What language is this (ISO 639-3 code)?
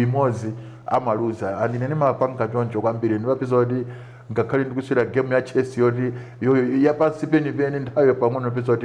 nya